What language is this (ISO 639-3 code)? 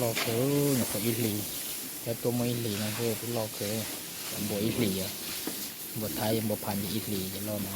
hmn